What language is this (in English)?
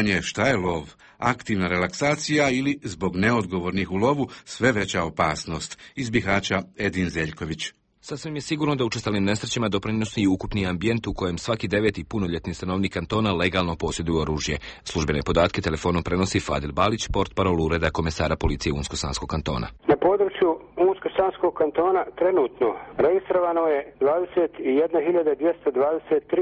Bosnian